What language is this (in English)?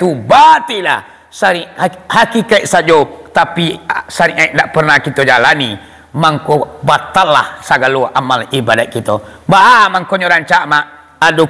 Minangkabau